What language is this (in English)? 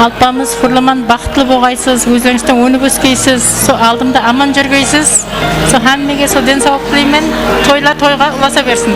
Kara-Kalpak